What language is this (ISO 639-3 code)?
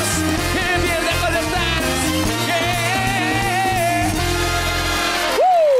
kaz